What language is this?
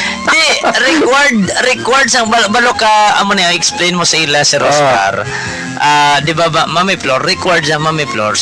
Hiligaynon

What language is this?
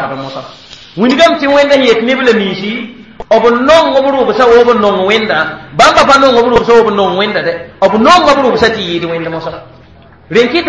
Mossi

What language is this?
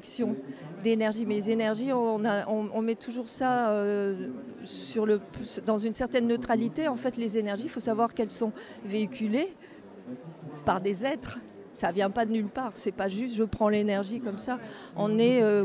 French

